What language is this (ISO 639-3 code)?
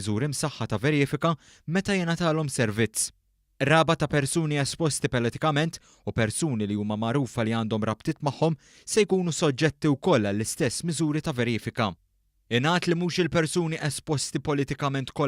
mlt